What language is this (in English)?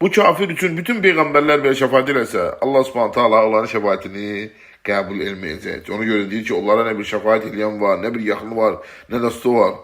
Azerbaijani